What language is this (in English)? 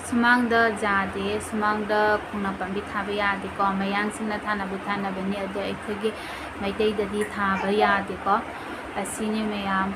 Manipuri